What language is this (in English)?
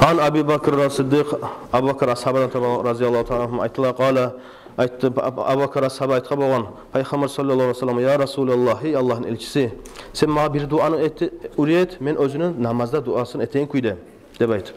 Kumyk